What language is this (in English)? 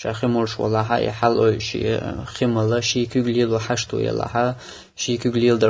Chechen